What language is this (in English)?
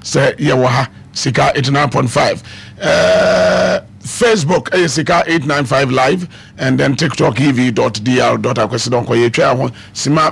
Akan